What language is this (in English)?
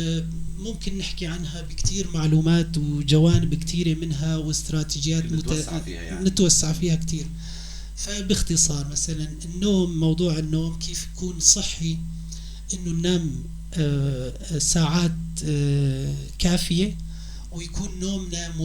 North Levantine Arabic